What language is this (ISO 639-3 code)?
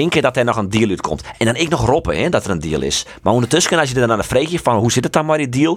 fry